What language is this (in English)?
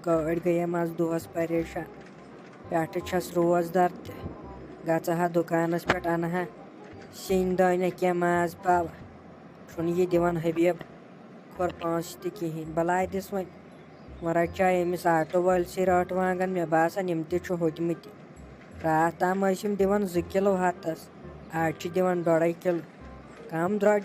Kashmiri